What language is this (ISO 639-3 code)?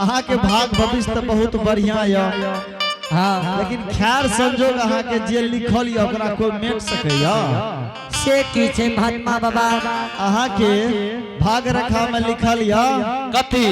anp